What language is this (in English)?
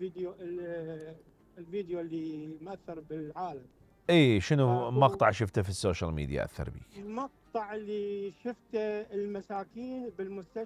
Mesopotamian Arabic